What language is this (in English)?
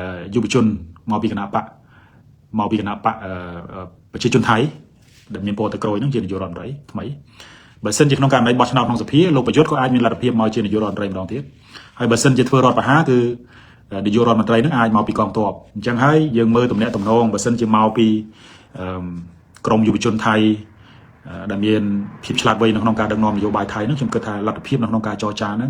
Khmer